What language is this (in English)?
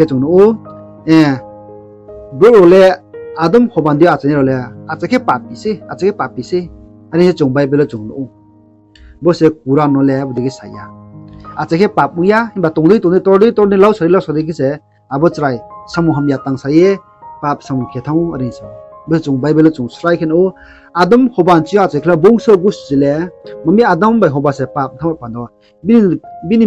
Riang (India)